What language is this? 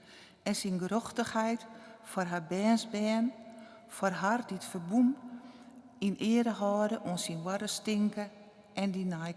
Western Frisian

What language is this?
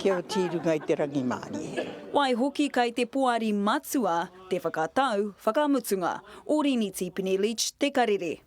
Māori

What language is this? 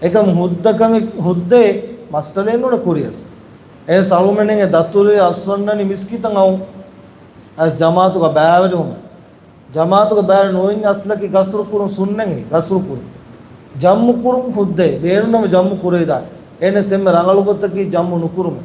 Divehi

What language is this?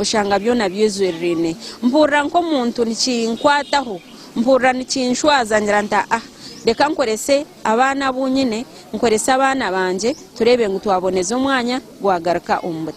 Nyankole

